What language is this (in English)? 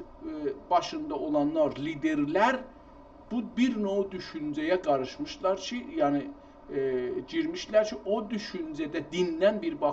South Azerbaijani